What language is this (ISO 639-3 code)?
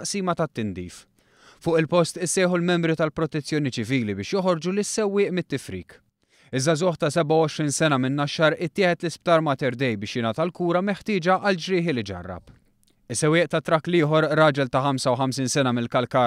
mlt